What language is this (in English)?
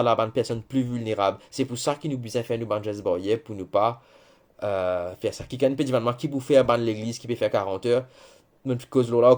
Morisyen